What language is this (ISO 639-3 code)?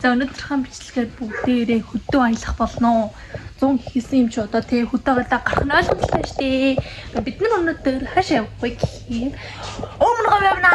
mon